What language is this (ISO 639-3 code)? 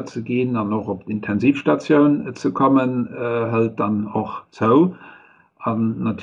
ltz